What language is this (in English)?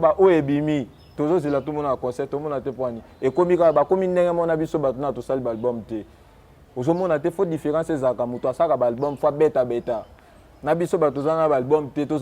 Lingala